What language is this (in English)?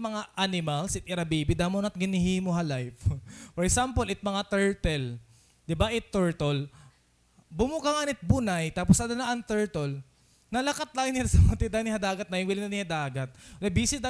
Waray